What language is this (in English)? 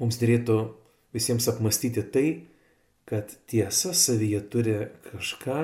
Lithuanian